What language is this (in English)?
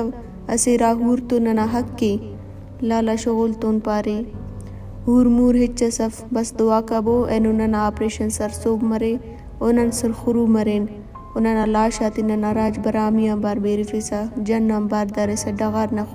Brahui